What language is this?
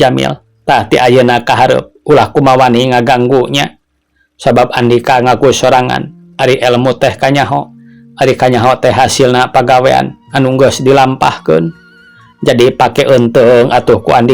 Sundanese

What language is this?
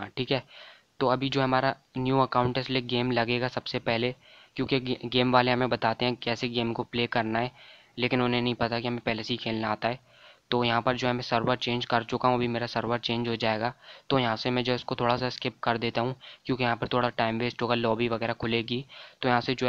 Hindi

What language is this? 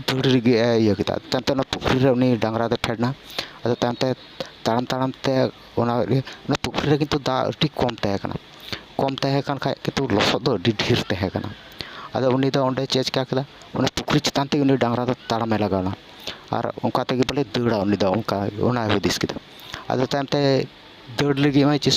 Santali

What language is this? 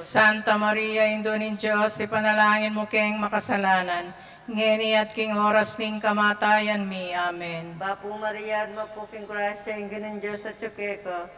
Pampanga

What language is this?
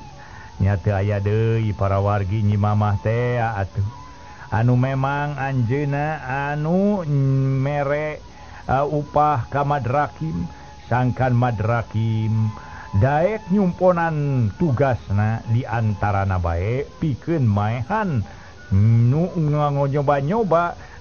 Sundanese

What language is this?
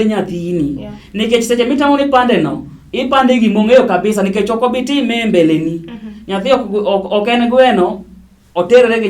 Luo (Kenya and Tanzania)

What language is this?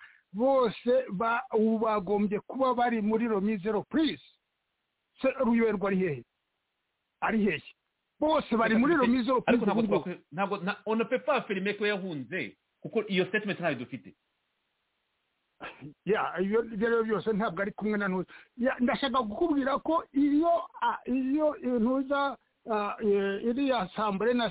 Kinyarwanda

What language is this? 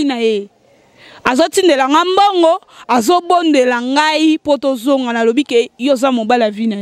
Lingala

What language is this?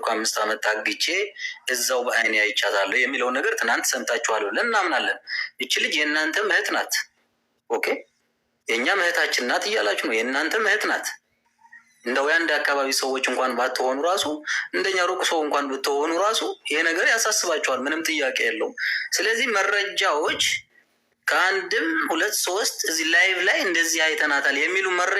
Amharic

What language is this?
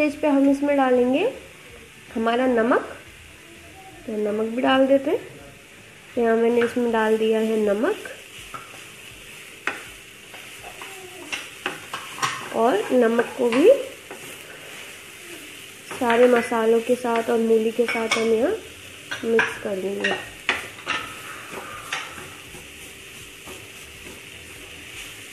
Hindi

